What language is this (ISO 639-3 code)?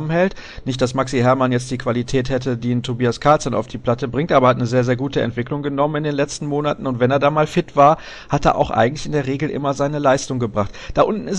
deu